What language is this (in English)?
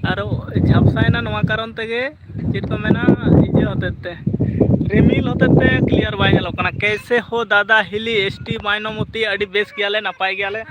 Santali